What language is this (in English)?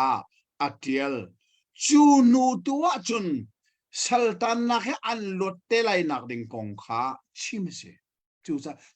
Hakha Chin